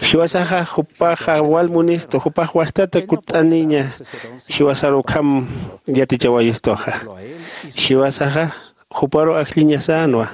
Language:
Aymara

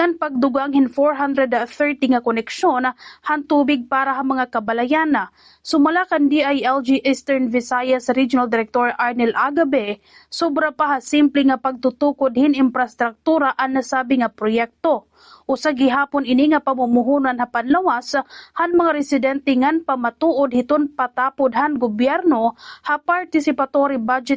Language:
Waray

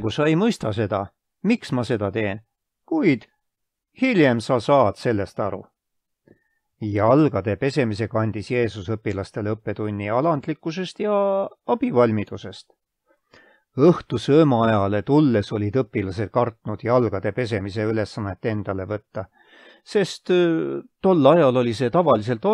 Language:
Estonian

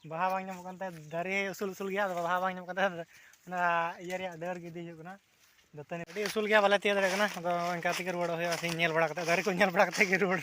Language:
Santali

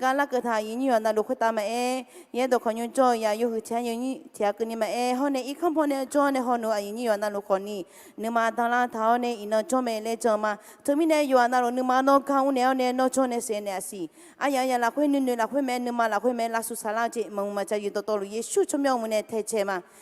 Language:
Akha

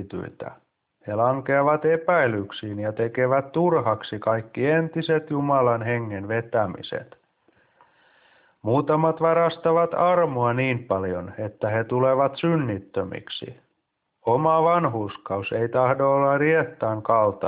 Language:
Finnish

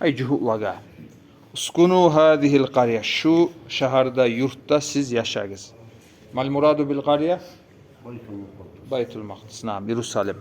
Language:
Kumyk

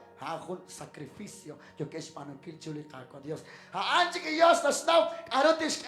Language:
Kekchí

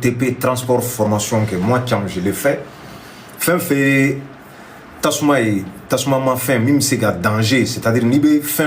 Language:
Bambara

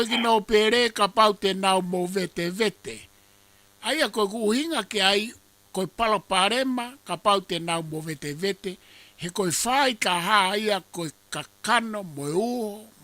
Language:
Tongan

